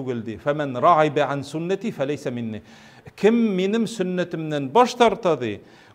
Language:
Tatar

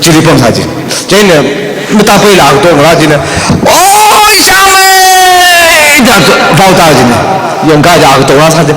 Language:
Tangkhul Naga (India)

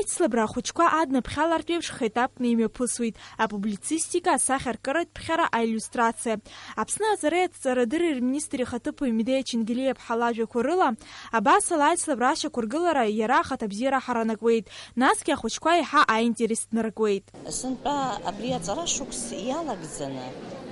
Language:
Abkhazian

